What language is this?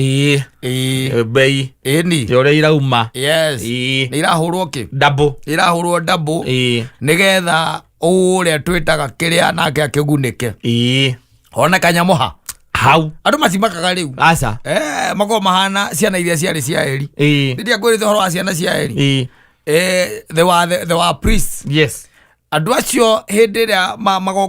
Kikuyu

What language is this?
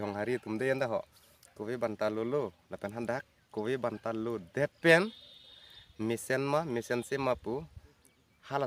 Karbi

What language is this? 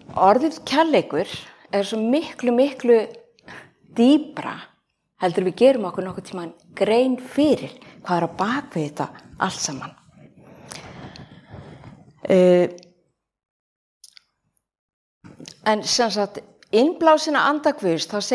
Icelandic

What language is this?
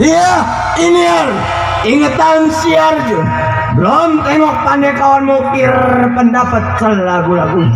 Betawi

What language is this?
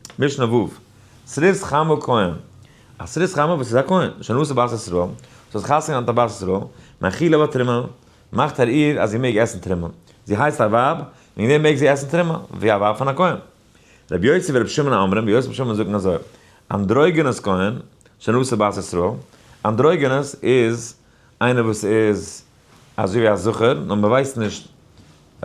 Yiddish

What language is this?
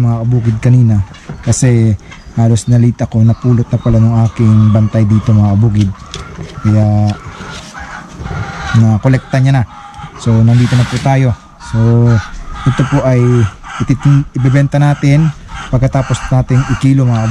Filipino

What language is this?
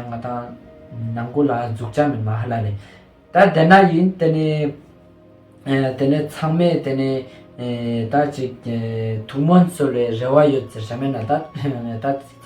Ladakhi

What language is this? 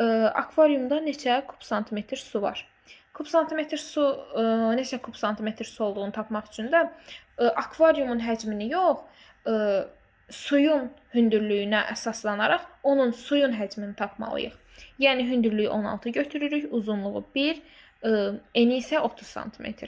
Azerbaijani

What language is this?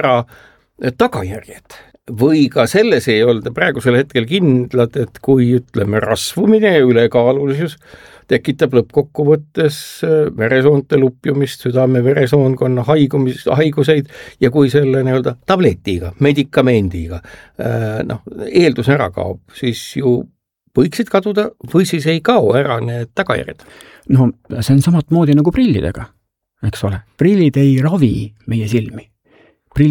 Estonian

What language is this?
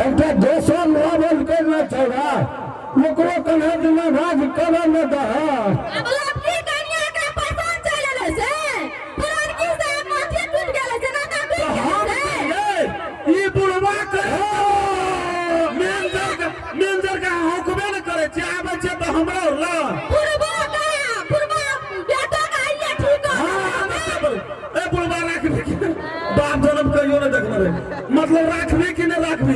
Maithili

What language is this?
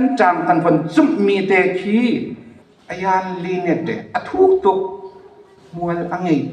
Hakha Chin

